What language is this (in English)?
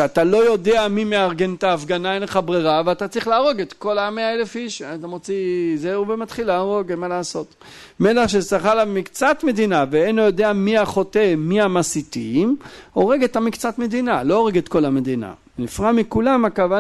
Hebrew